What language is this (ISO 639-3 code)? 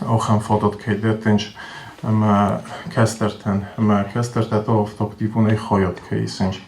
oss